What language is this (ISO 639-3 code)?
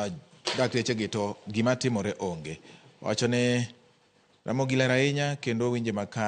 luo